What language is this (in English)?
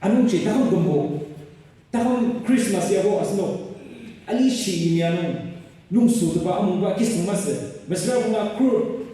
Ao Naga